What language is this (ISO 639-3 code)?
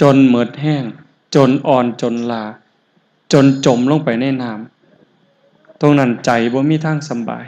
tts